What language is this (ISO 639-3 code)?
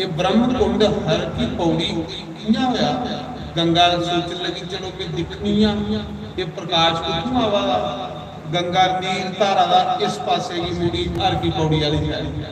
doi